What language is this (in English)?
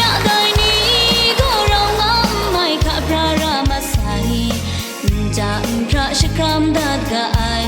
Kachin